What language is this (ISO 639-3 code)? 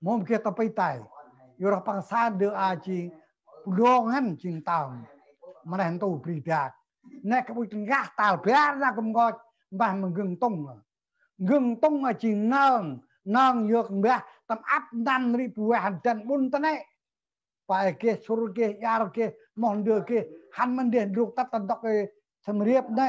cmo